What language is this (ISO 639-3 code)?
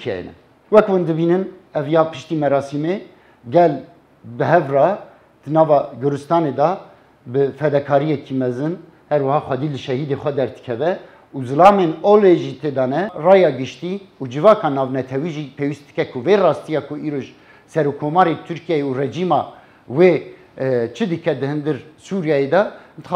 kur